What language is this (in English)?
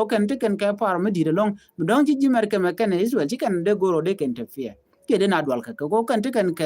Nuer